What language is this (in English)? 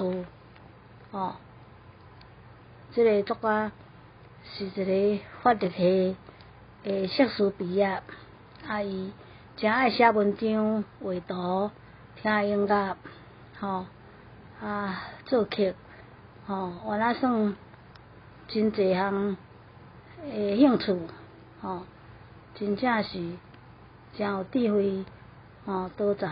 Min Nan Chinese